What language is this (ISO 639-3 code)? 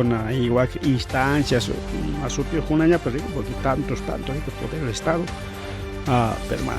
quy